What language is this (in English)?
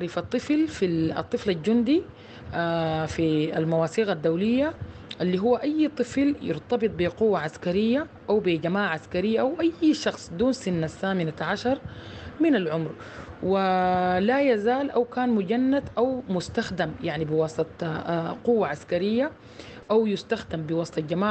Sudanese Arabic